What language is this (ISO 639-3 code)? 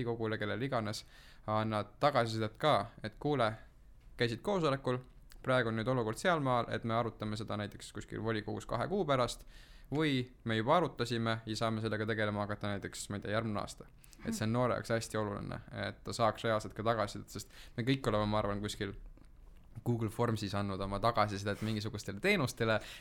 est